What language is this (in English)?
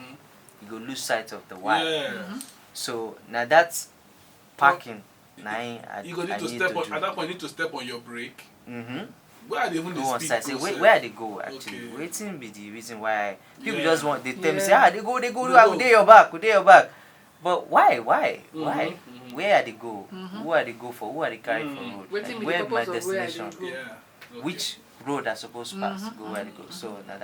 Nigerian Pidgin